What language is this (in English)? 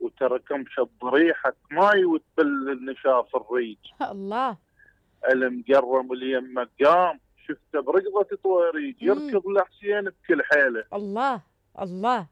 Mesopotamian Arabic